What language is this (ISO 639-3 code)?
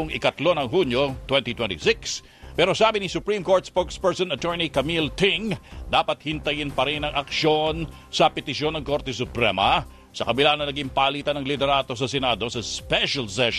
fil